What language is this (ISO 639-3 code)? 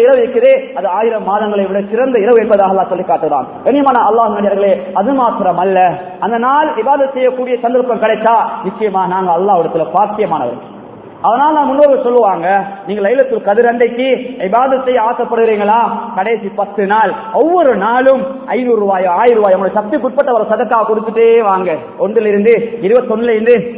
tam